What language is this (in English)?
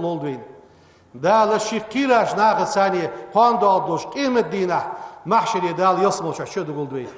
Ingush